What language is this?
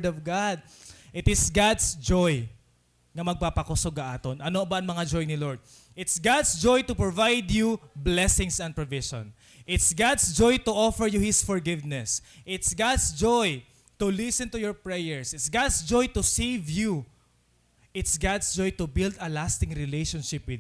Waray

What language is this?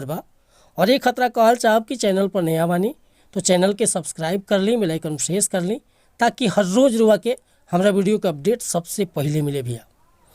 Bhojpuri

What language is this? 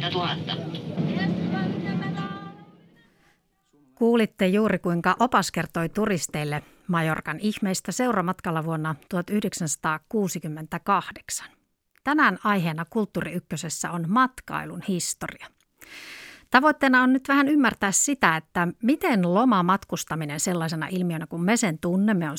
Finnish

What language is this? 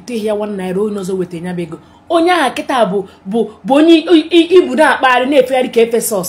Igbo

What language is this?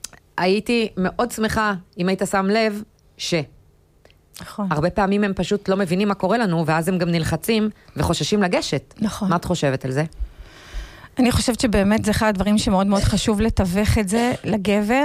Hebrew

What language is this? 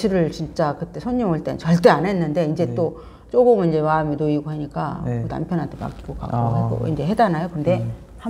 Korean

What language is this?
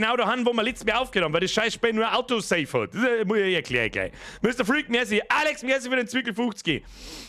Bavarian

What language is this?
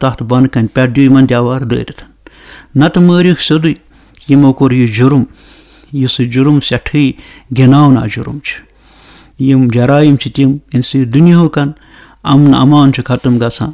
Kashmiri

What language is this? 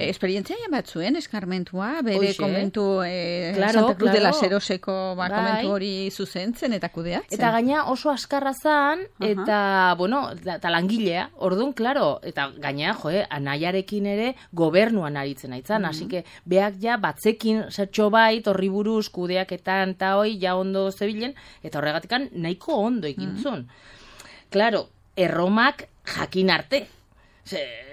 Basque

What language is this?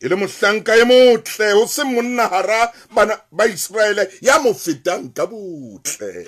Southern Sotho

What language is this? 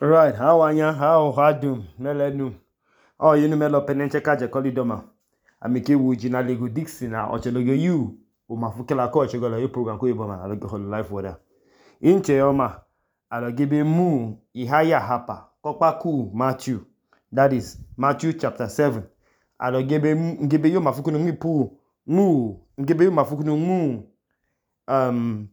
Idoma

